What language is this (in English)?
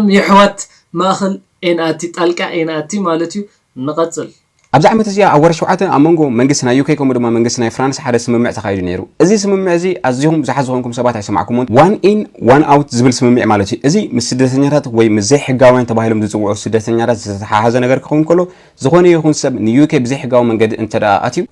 Tigrinya